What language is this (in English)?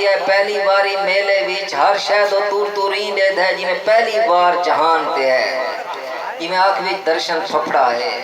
Saraiki